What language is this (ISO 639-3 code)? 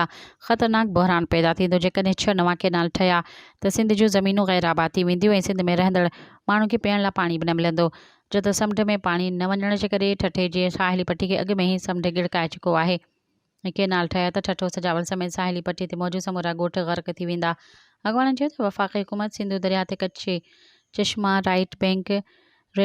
snd